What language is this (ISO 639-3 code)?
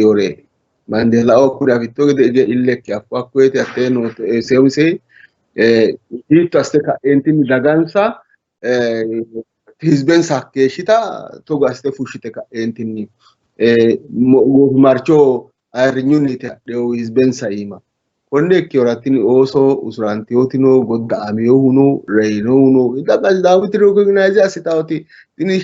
sid